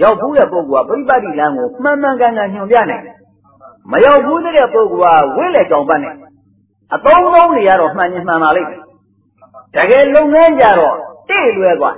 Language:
Burmese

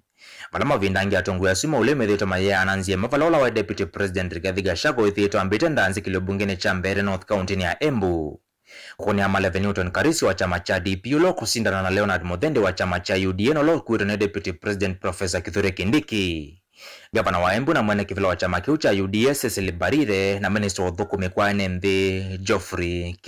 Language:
Kamba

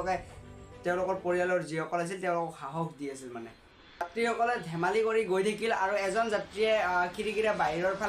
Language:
Assamese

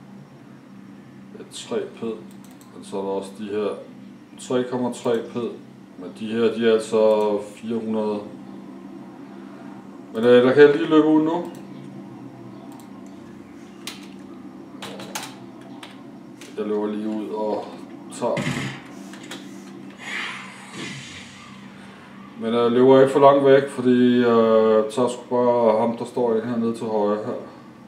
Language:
Danish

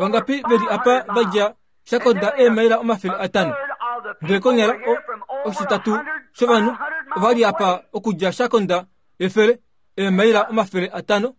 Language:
Kuanyama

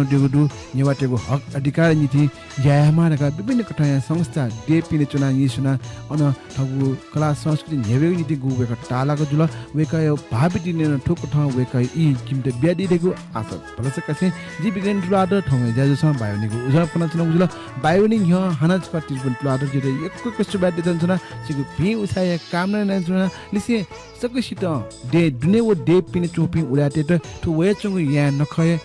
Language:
Newari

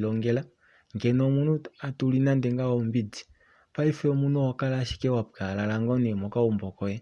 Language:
Kuanyama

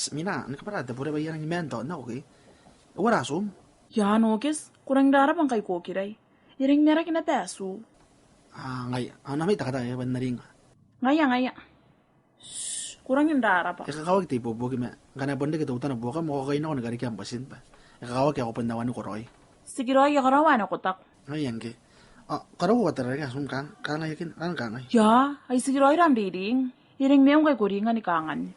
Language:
Gilbertese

